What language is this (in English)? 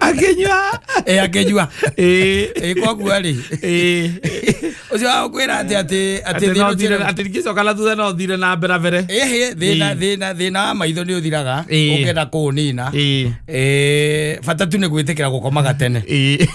Kikuyu